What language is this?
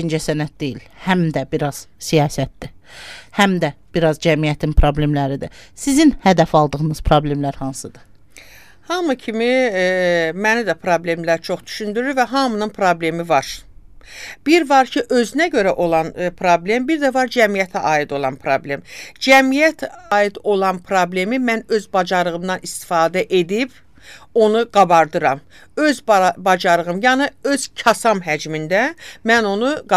Azerbaijani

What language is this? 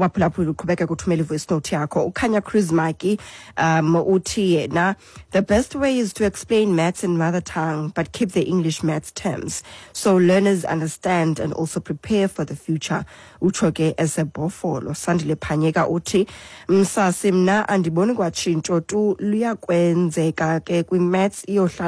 Xhosa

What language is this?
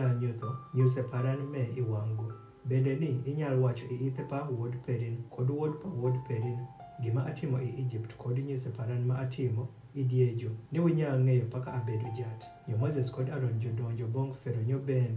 Adhola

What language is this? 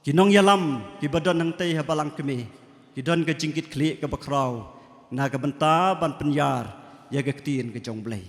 Khasi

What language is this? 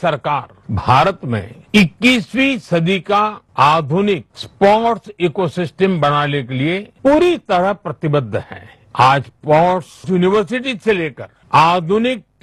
Hindi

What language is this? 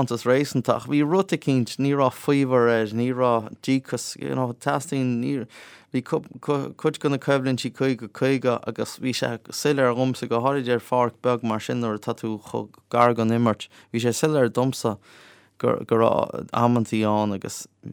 Irish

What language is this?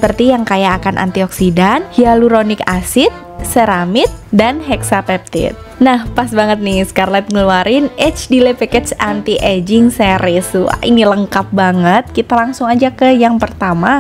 Indonesian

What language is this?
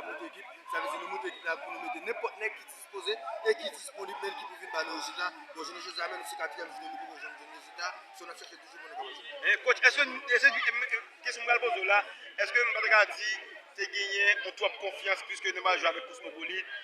Haitian Creole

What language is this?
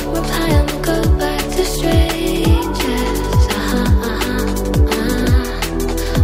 German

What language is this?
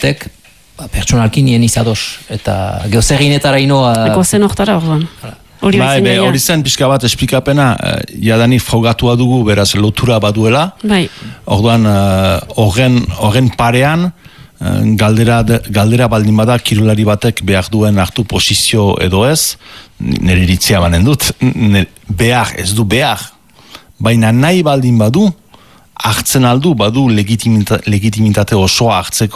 Basque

